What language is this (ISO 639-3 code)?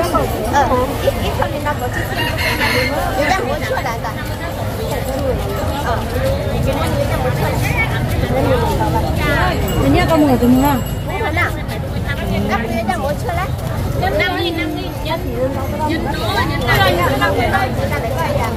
vie